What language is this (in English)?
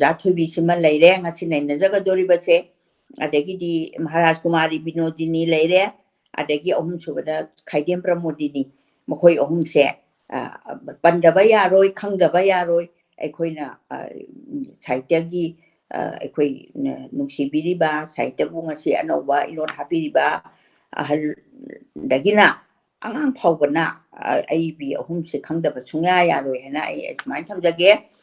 Manipuri